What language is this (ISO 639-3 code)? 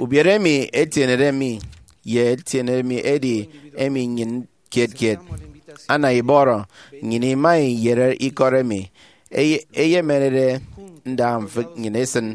efi